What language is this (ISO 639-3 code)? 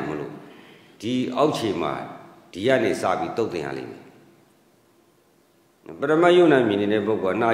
mya